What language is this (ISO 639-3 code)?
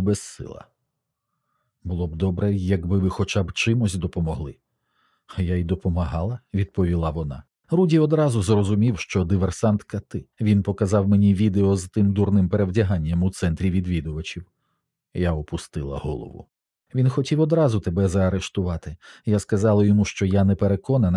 ukr